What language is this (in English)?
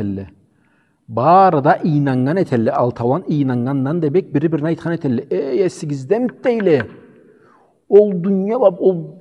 Karachay-Balkar